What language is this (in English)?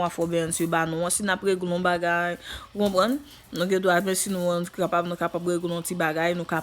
Haitian Creole